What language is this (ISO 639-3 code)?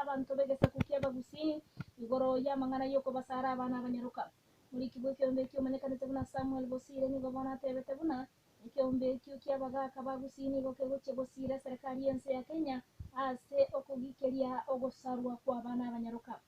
guz